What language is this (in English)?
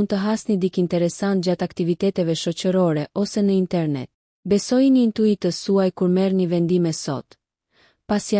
Albanian